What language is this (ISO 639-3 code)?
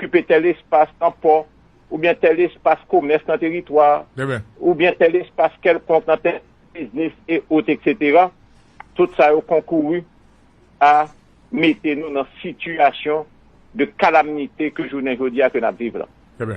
hat